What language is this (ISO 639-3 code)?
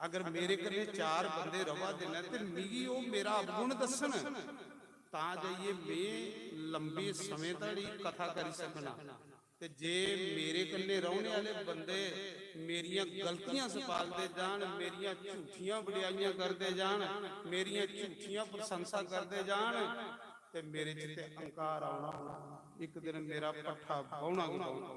doi